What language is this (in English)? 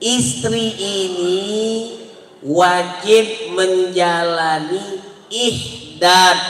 Musi